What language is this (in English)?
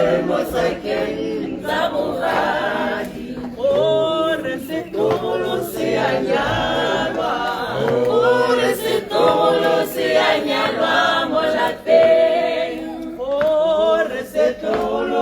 Tswana